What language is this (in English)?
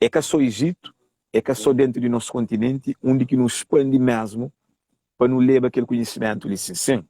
Kabuverdianu